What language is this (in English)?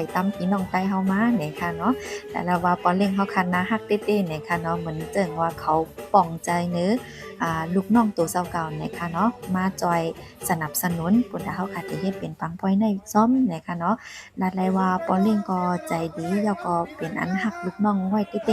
Shan